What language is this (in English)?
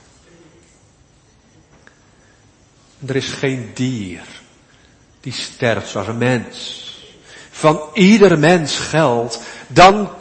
Dutch